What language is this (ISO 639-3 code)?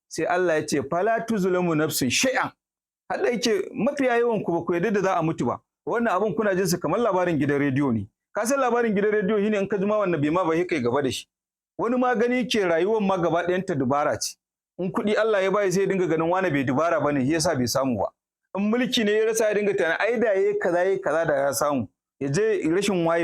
hau